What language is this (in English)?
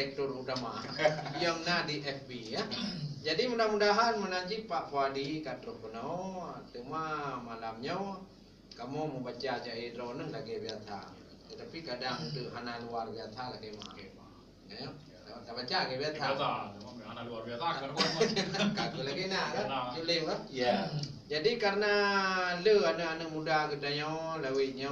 Achinese